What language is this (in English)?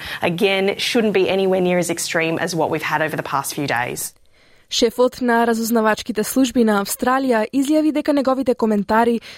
Macedonian